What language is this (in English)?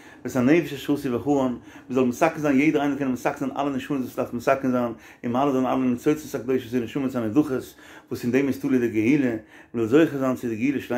Yiddish